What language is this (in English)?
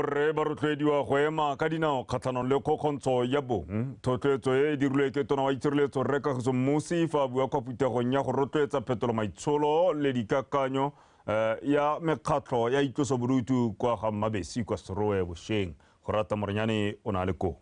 Tswana